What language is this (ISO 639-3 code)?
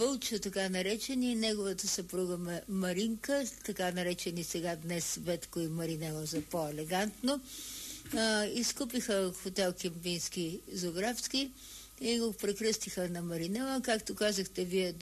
bul